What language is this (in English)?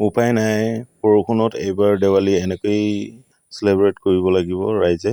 Assamese